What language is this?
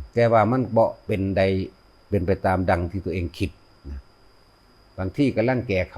Lao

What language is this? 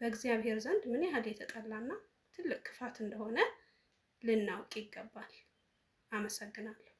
Amharic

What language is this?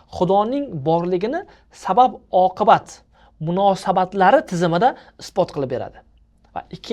Uzbek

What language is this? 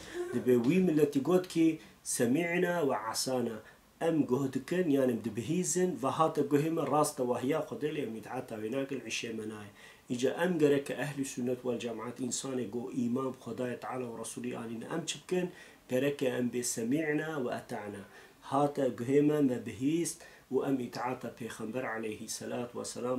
Kurdish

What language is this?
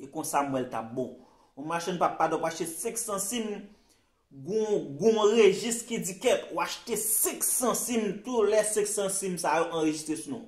Haitian Creole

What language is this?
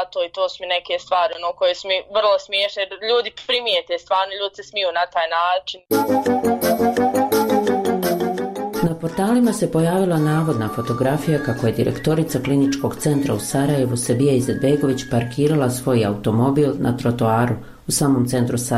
Bosnian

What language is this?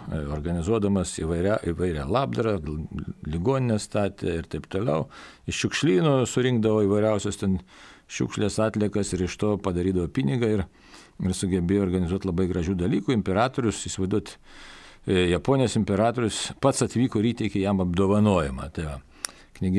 Lithuanian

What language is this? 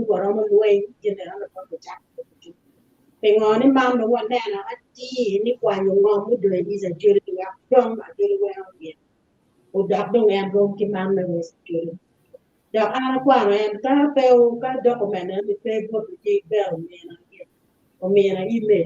Acoli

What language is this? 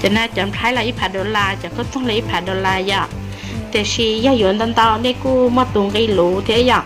Hmong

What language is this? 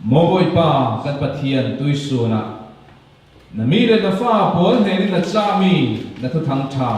Falam Chin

